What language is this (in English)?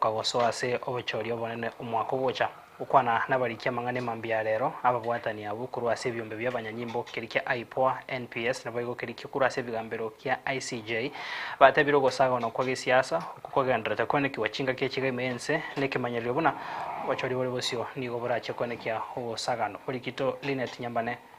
Gusii